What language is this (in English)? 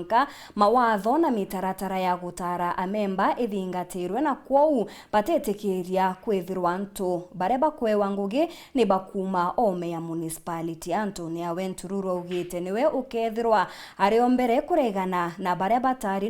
Meru